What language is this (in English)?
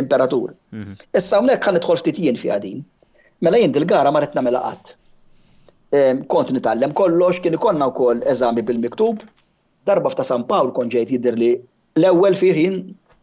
Maltese